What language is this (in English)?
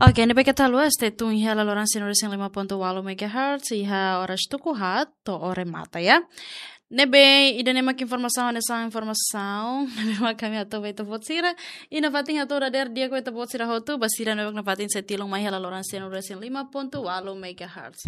Tetum